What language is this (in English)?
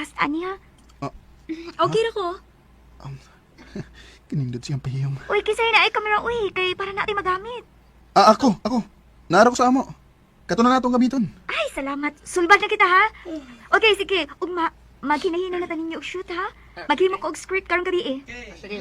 Cebuano